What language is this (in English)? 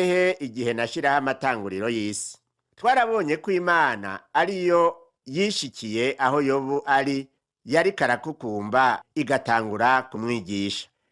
Rundi